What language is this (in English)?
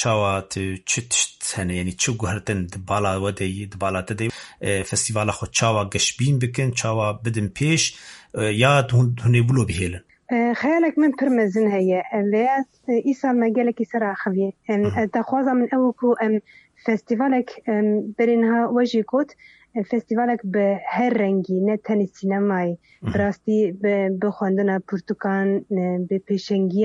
Kurdish